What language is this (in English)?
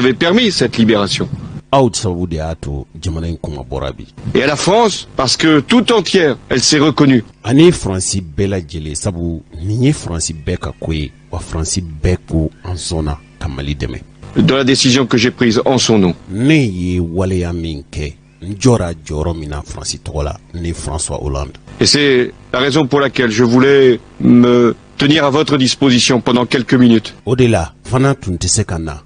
Bambara